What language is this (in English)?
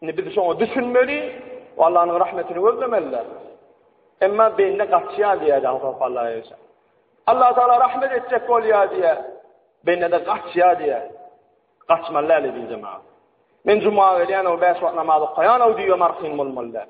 Turkmen